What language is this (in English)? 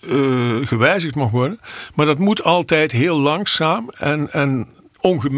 Dutch